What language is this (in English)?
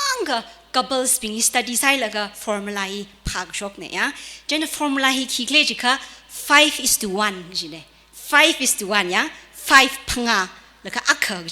Tangkhul Naga (India)